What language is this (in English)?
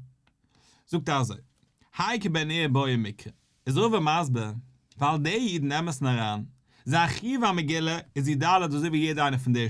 Yiddish